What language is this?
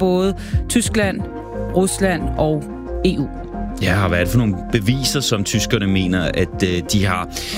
Danish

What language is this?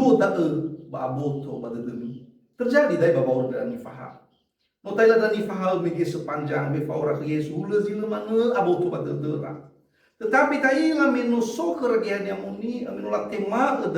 Nias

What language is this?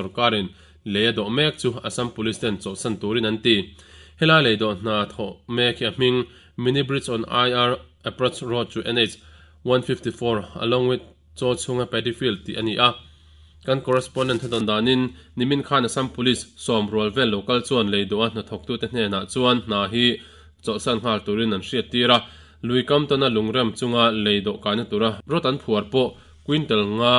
Mizo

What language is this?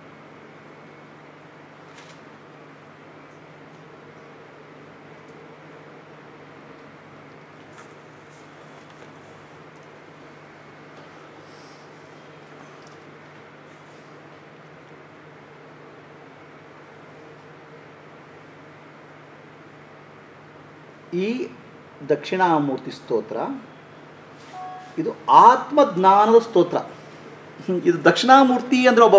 Kannada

